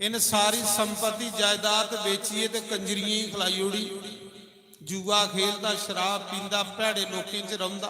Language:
Dogri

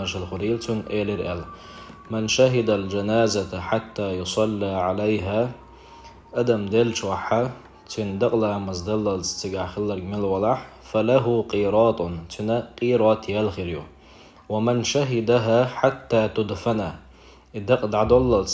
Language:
Chechen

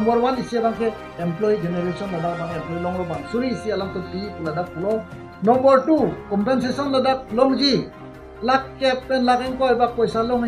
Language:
Karbi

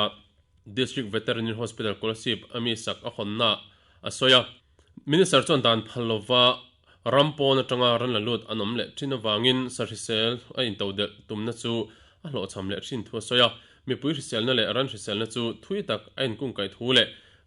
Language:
Mizo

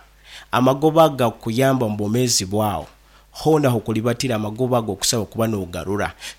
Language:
Nyankole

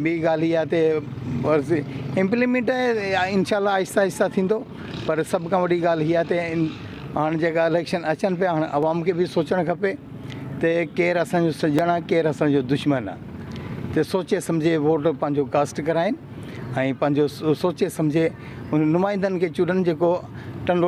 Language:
Sindhi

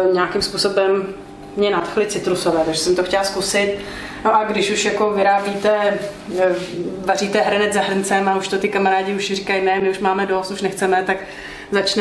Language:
Czech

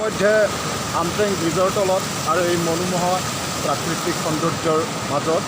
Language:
Assamese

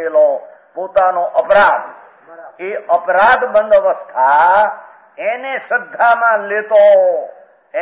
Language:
Gujarati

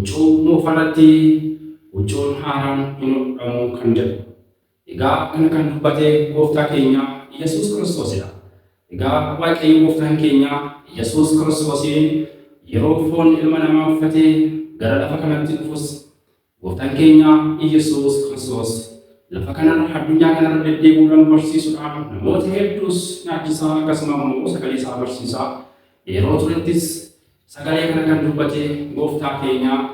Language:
Oromo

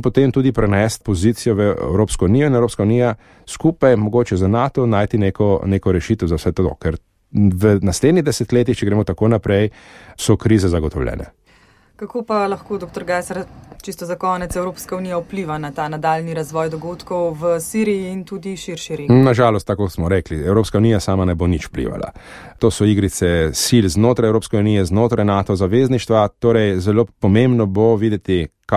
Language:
Slovenian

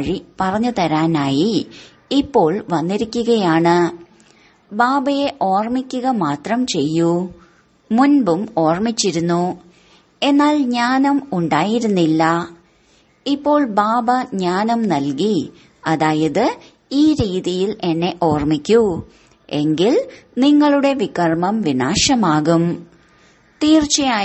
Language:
Malayalam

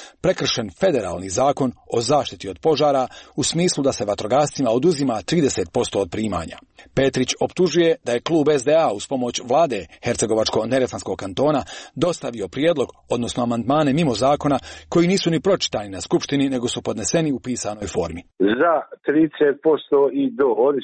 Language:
Croatian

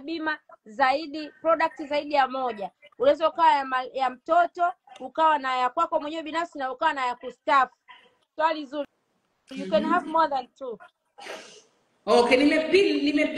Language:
Swahili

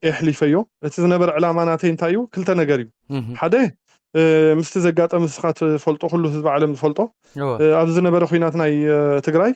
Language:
Tigrinya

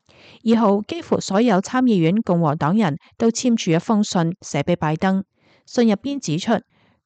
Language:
Cantonese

